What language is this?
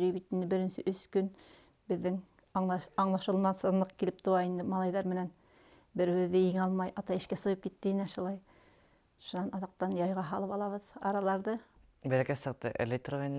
Bashkir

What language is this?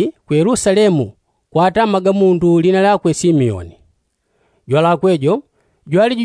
Yao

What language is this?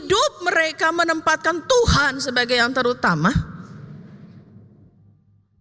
Indonesian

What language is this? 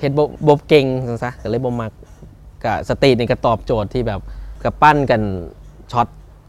Lao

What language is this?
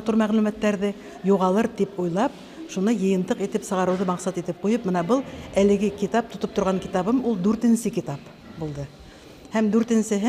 Bashkir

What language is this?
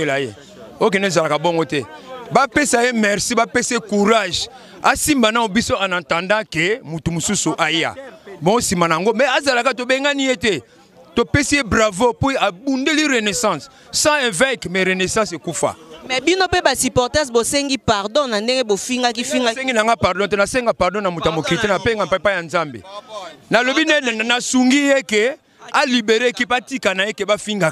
Lingala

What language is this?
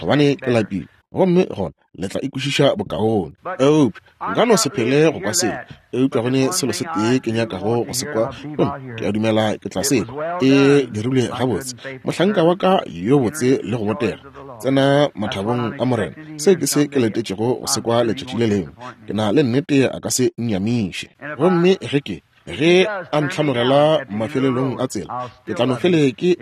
Northern Sotho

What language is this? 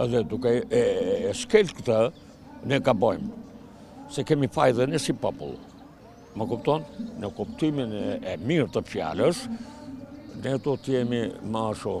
Albanian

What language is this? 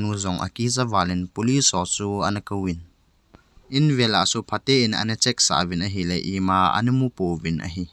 Thado Chin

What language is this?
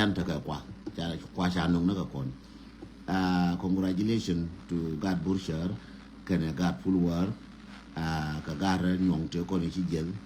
Nuer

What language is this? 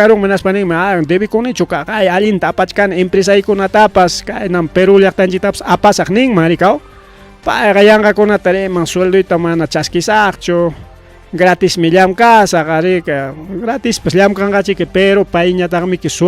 Ayacucho Quechua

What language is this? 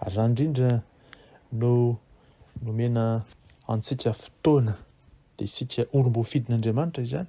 Malagasy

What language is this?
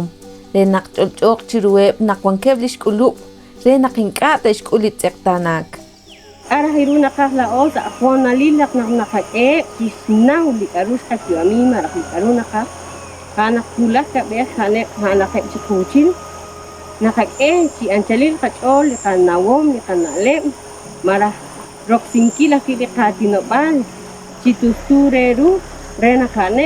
Kekchí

